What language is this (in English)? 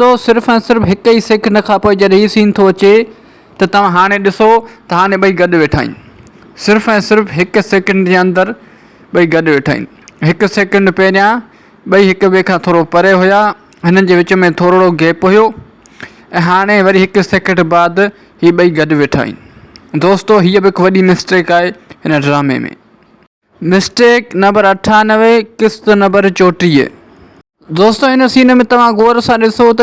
Sindhi